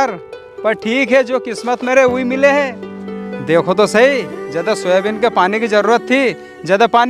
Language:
Rajasthani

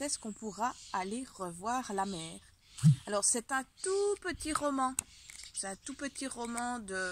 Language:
French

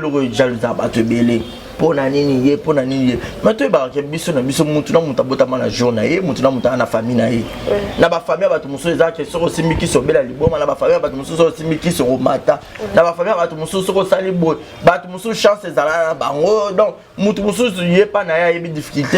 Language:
Lingala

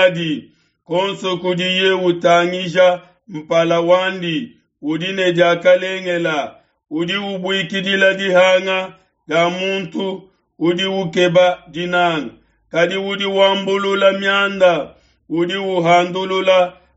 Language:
Luba-Lulua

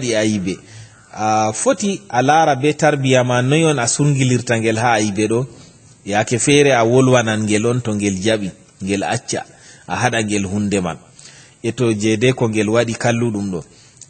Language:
Fula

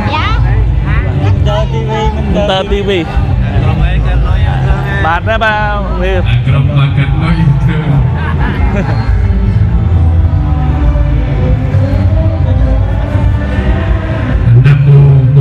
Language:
Vietnamese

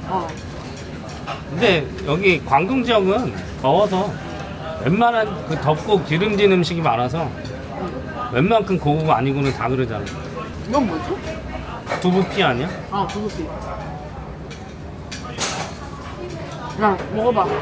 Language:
Korean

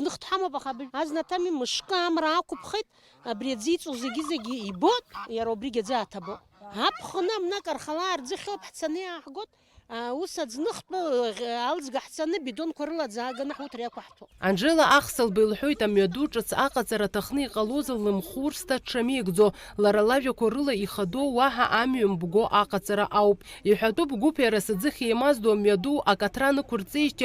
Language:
Abkhazian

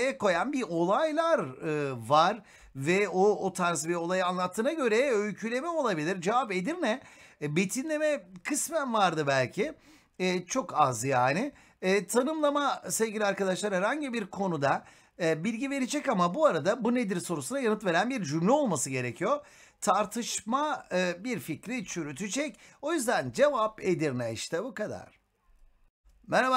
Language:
Turkish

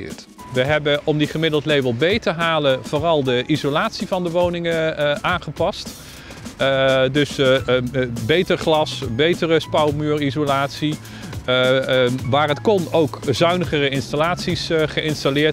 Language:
Dutch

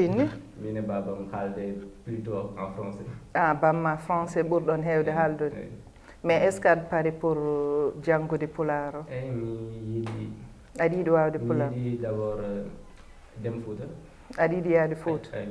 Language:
Fula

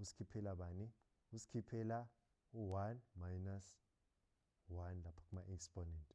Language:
Zulu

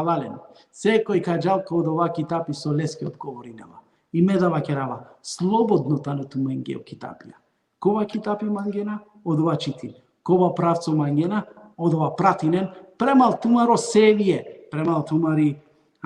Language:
Balkan Romani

